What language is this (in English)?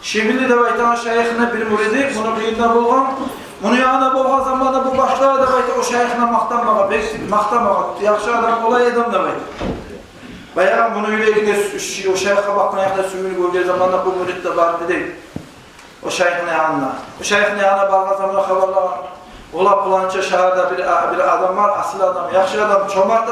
Kumyk